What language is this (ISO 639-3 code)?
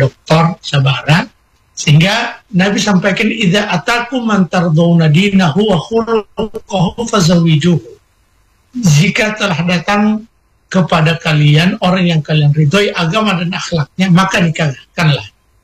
ind